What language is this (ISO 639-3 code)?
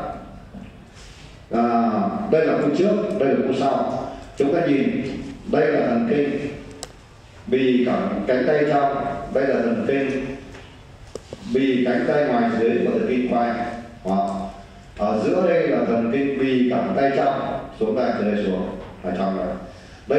vie